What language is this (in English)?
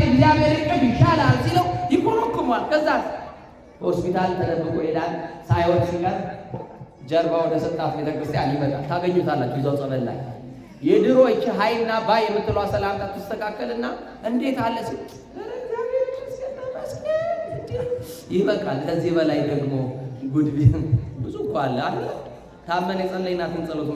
Amharic